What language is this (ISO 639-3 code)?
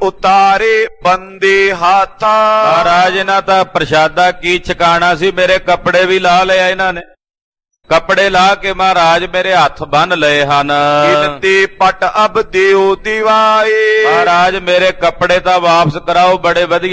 pan